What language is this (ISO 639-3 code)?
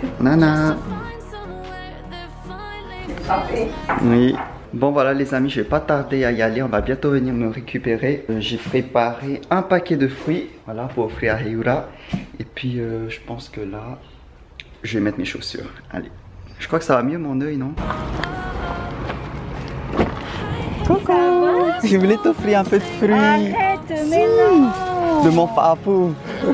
fra